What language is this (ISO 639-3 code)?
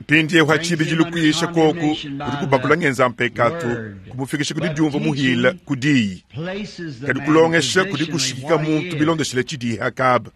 lua